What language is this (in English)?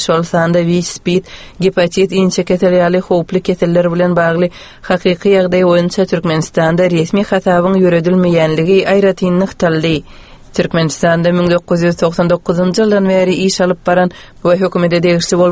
Turkmen